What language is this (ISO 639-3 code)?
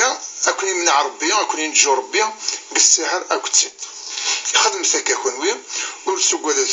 kab